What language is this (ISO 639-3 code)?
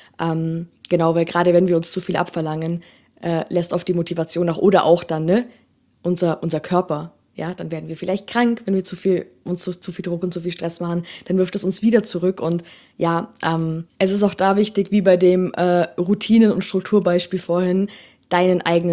deu